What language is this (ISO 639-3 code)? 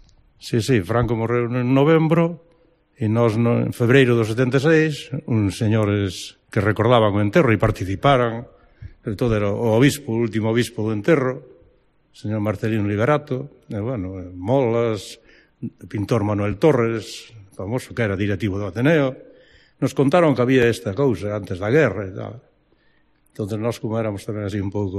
glg